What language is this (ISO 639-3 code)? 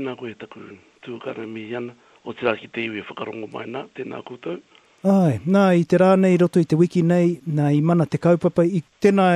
mri